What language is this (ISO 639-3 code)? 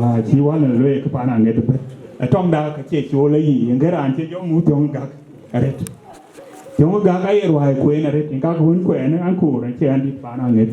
din